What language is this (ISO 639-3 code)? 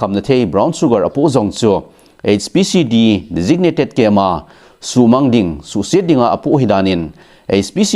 tcz